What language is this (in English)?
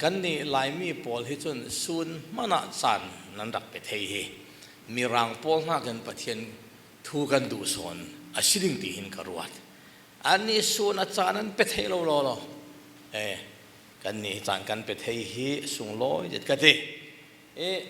Falam Chin